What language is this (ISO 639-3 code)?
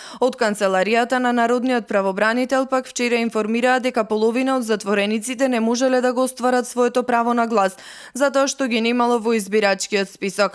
mkd